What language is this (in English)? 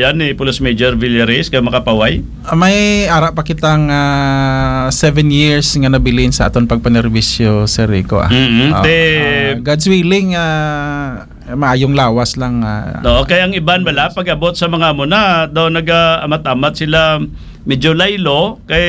Hiligaynon